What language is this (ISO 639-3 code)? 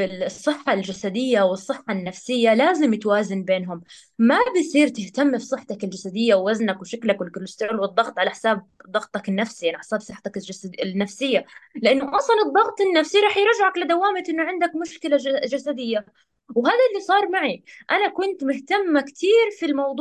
apc